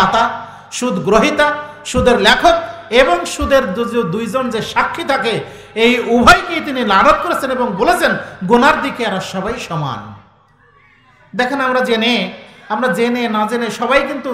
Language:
Bangla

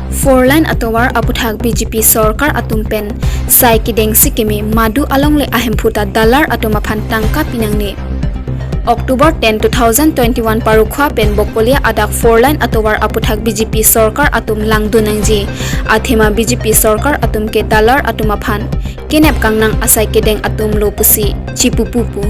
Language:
Karbi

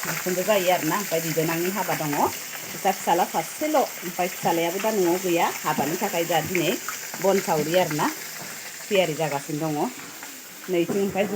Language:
Bodo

